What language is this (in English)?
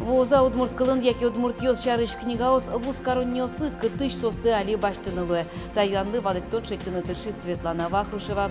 Udmurt